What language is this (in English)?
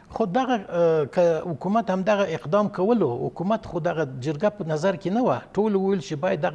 Pashto